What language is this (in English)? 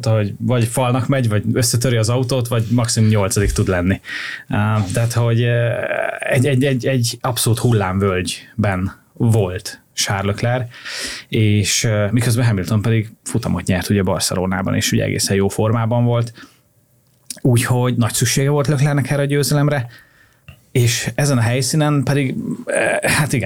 Hungarian